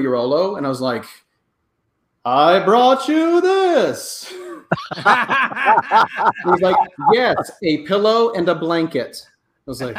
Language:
English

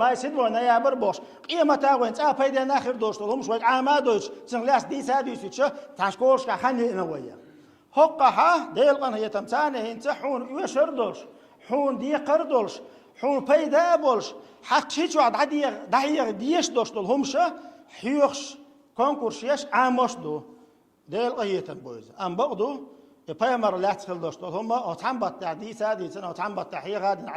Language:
Chechen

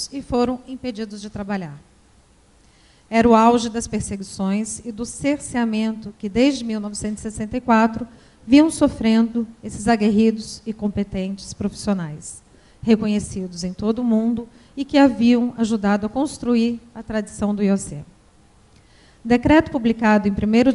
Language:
Portuguese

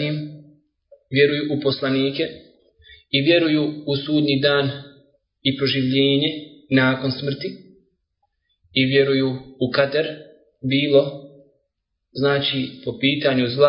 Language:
Bosnian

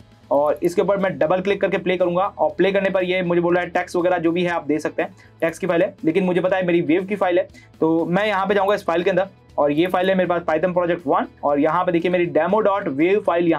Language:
Hindi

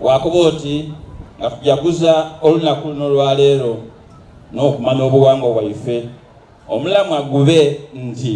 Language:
Soga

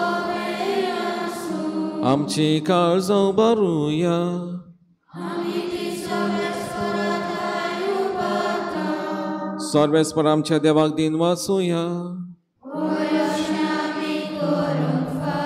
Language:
Konkani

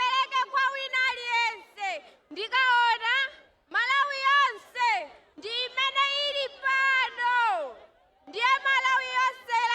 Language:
Nyanja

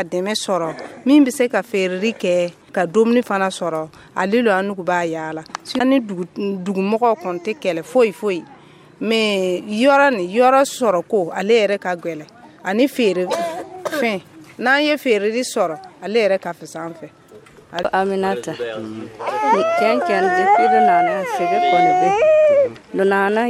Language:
Dyula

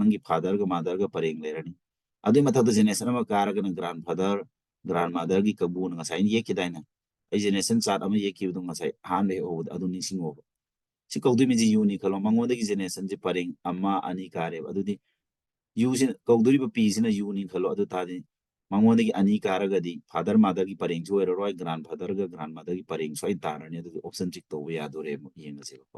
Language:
Manipuri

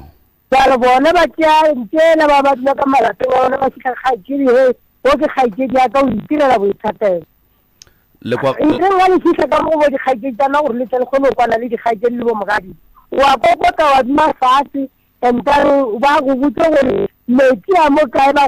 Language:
Northern Sotho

